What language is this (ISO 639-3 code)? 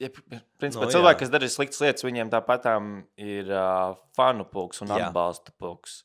lav